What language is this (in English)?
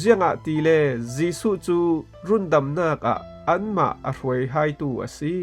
Falam Chin